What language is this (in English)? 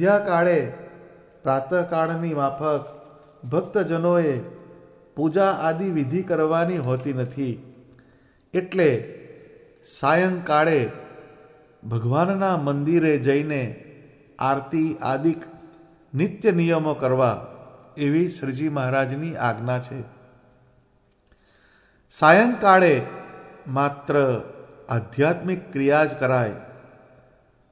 Gujarati